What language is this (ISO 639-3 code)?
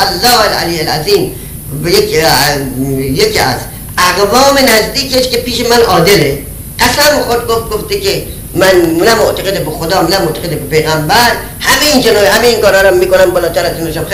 fas